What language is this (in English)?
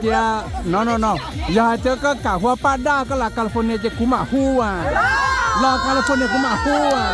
Hmong